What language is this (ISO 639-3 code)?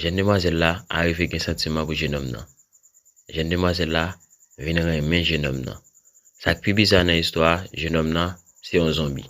hat